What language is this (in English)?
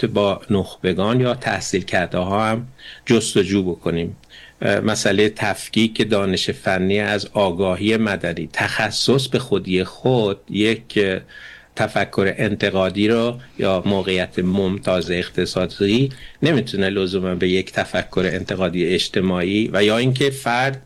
Persian